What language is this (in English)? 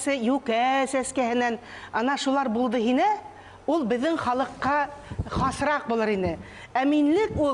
Bashkir